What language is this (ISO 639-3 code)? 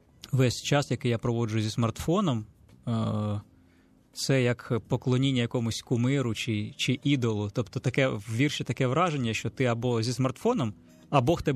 ukr